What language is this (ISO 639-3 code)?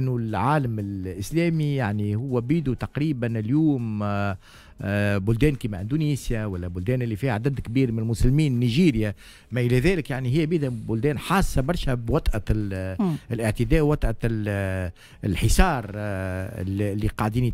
aeb